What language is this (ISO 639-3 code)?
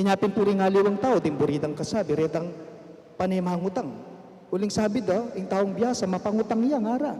pam